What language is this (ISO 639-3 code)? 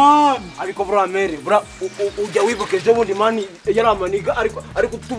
kin